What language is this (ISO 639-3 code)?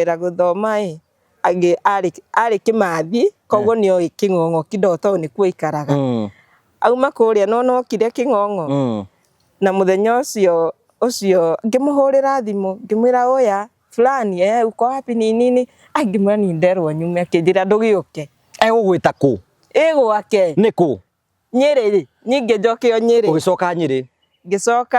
kik